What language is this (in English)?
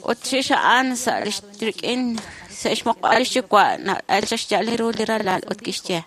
Kekchí